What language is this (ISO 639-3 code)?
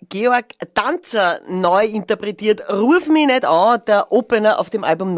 bar